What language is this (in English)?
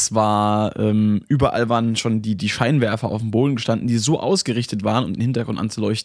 German